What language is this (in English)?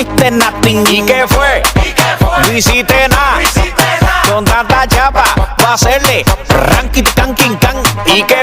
Kara-Kalpak